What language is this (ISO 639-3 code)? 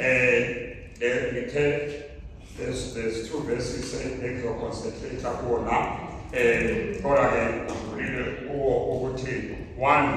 zul